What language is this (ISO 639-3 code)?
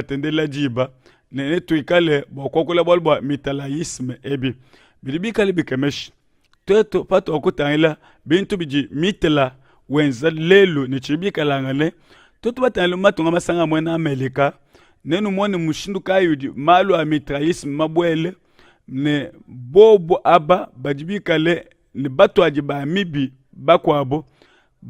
lua